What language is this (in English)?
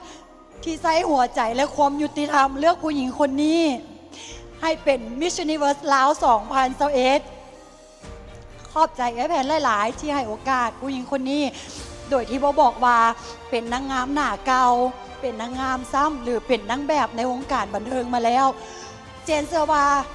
Lao